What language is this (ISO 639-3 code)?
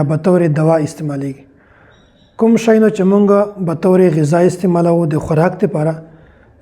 pus